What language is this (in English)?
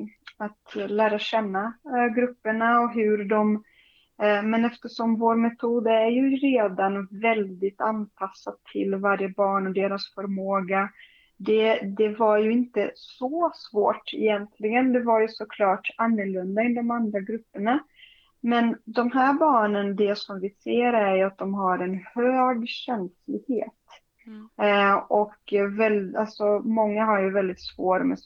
Swedish